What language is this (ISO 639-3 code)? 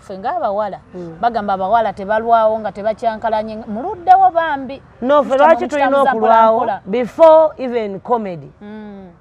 lug